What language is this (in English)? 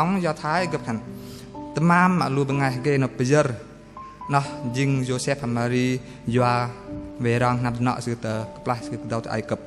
Bahnar